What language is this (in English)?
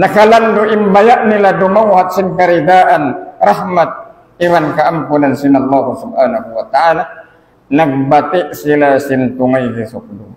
Tausug